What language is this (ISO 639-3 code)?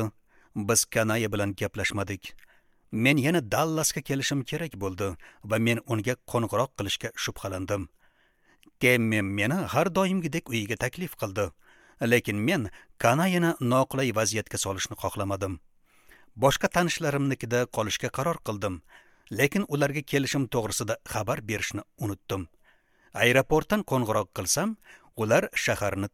uzb